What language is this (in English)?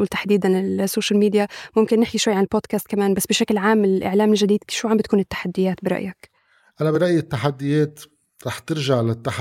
North Levantine Arabic